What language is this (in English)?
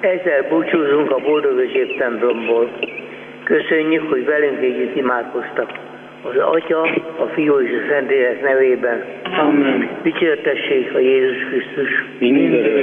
Hungarian